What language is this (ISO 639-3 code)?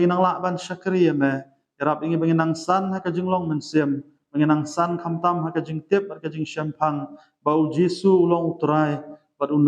kha